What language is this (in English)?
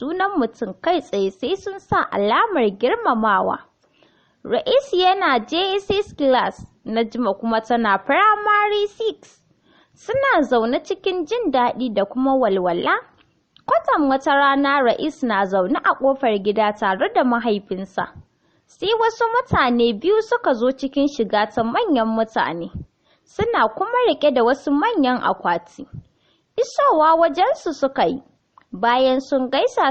Hausa